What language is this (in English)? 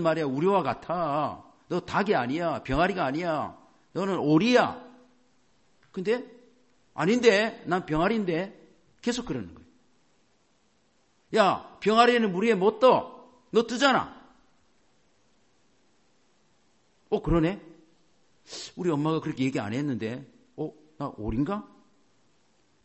Korean